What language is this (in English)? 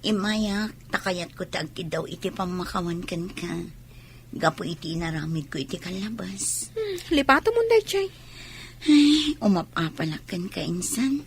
Iloko